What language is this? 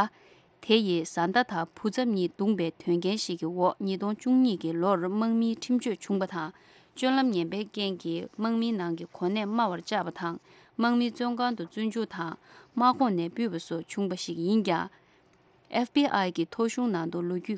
Tibetan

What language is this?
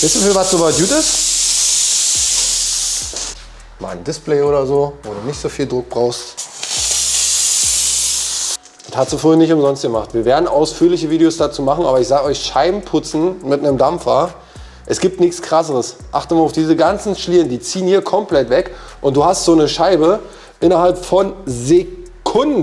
German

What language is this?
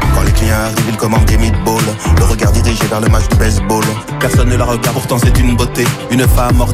French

